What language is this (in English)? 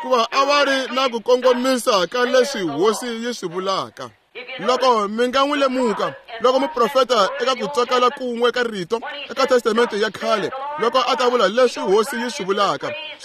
Tsonga